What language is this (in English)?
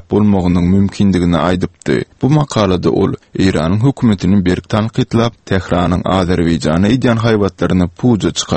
Turkmen